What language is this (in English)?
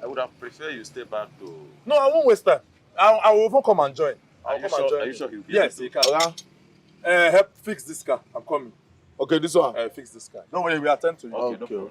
Nigerian Pidgin